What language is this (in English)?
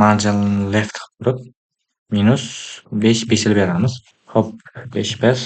Uzbek